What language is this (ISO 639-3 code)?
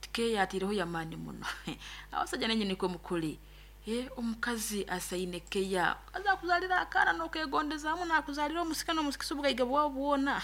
nyn